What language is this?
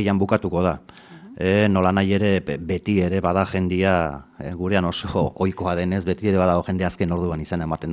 Basque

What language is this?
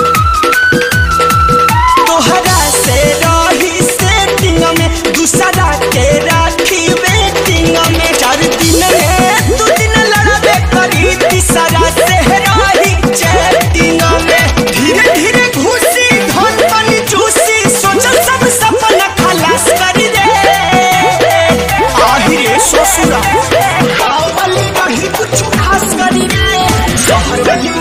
Bhojpuri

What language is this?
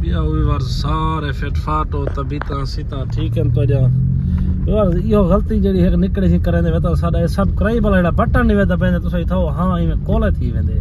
Saraiki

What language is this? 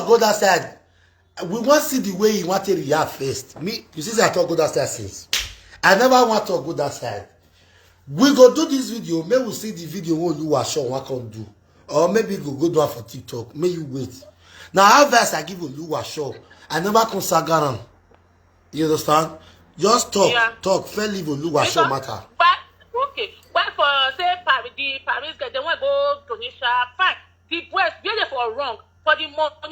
Nigerian Pidgin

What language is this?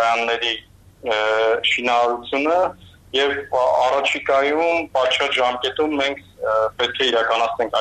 Armenian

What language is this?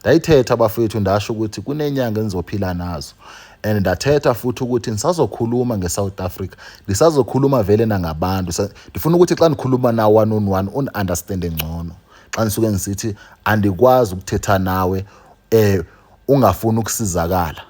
Zulu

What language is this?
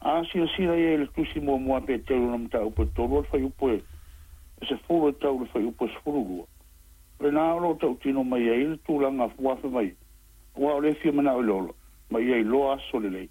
Samoan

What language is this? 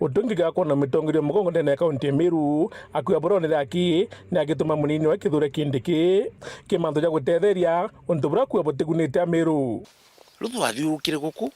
Meru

